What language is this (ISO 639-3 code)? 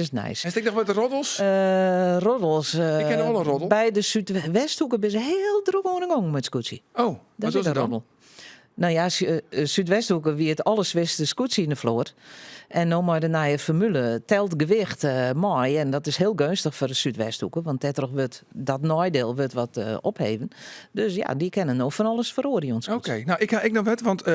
fry